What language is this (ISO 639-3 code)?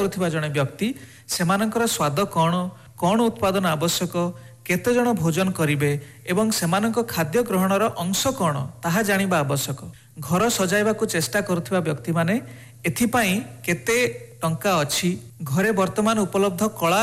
ori